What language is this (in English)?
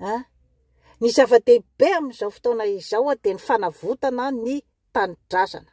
Malagasy